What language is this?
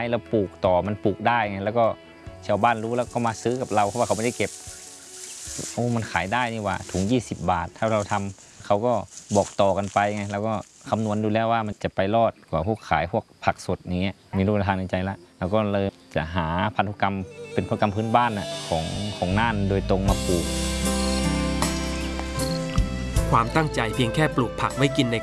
Thai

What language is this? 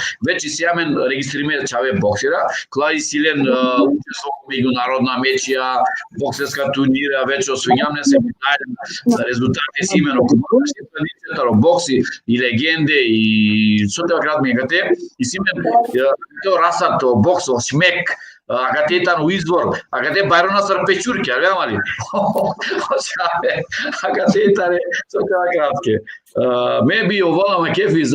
Balkan Romani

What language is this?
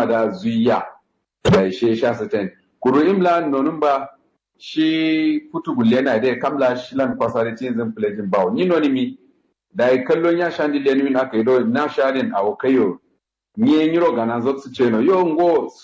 Kanuri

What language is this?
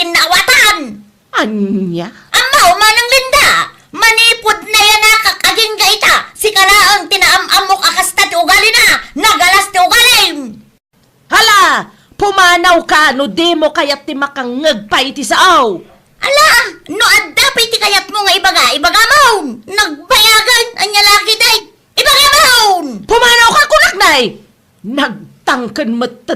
Iloko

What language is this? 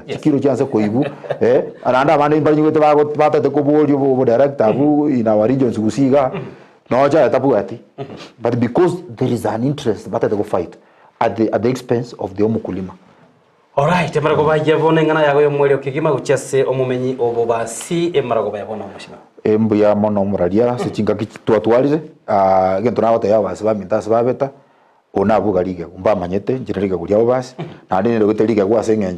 Gusii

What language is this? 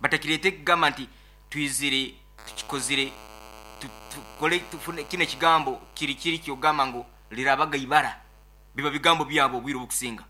Nyoro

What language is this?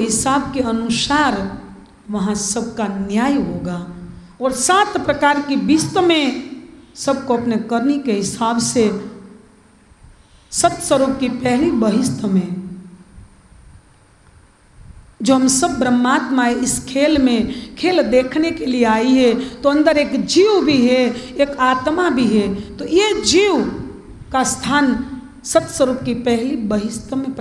Hindi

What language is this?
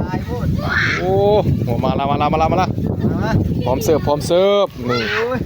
Northeastern Thai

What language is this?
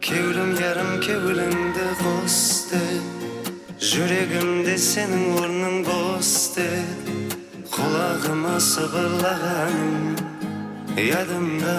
Kara-Kalpak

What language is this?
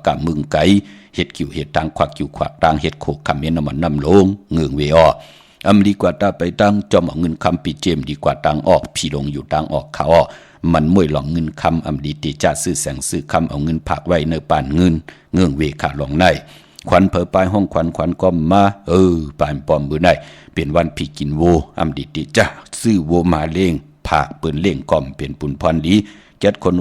Shan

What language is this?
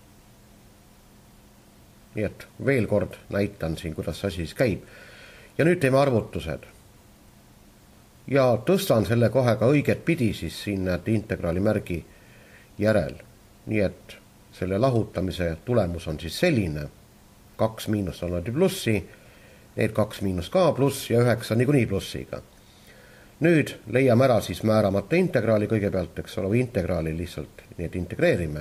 Estonian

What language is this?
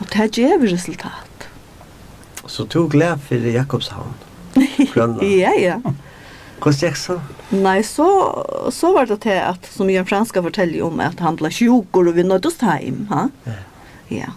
Faroese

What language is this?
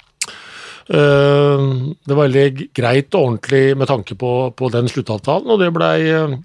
Norwegian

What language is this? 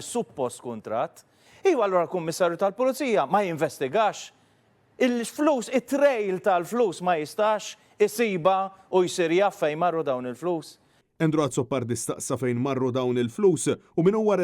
Maltese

